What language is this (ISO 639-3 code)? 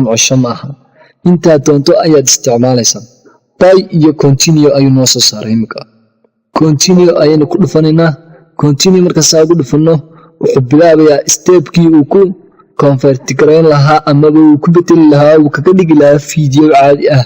som